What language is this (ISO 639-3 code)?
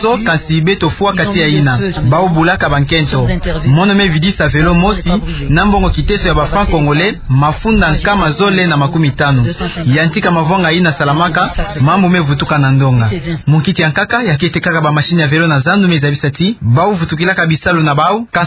ktu